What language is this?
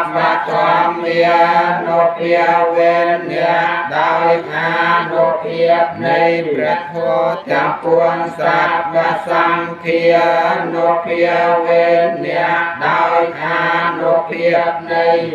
Khmer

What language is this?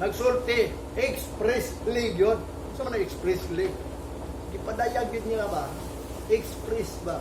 Cebuano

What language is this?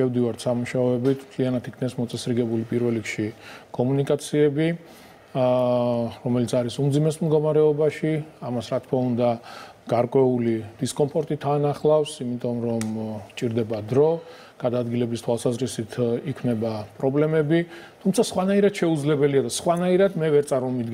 Georgian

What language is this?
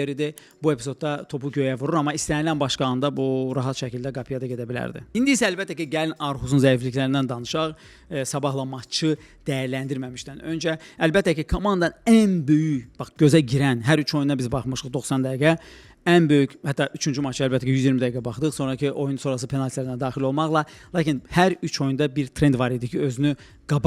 Azerbaijani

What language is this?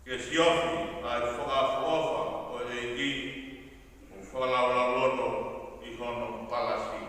Tongan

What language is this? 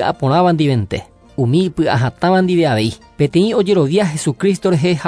Guarani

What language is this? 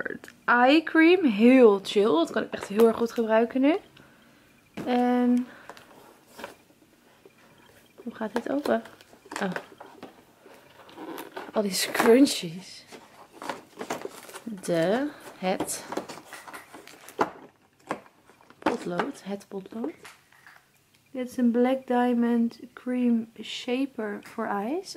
Dutch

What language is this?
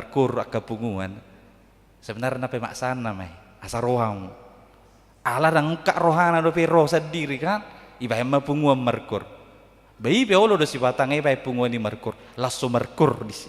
Batak Toba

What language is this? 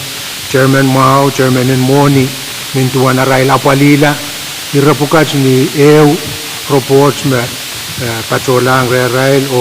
Pohnpeian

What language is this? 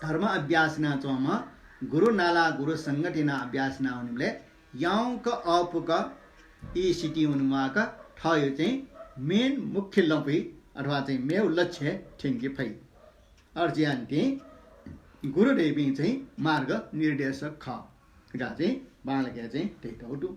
Newari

